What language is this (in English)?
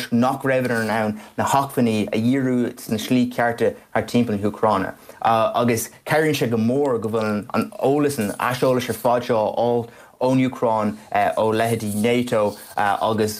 Irish